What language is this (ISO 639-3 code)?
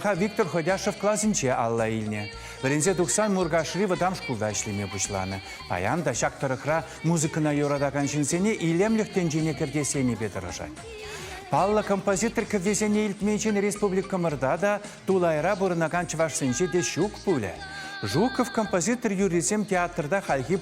chv